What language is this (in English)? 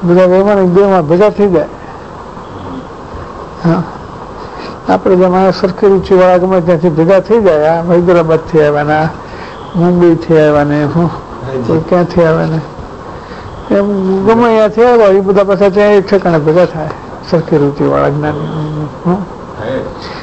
Gujarati